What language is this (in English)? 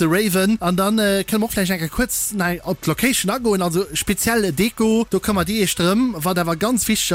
Luxembourgish